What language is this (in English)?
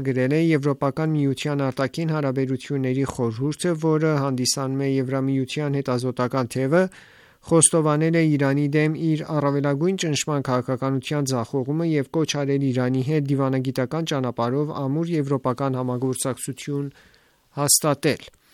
Armenian